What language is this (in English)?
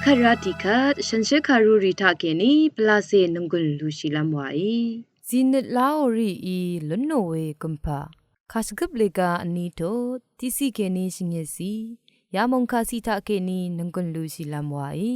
Rawang